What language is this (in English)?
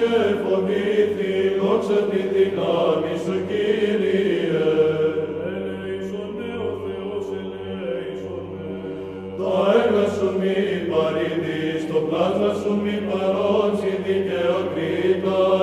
Greek